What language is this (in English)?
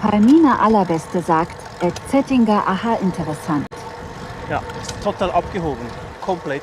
Swiss German